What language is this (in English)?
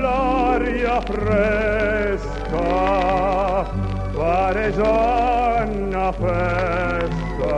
Neapolitan